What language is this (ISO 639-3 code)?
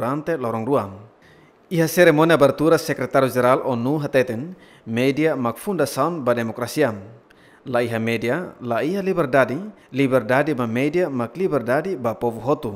tet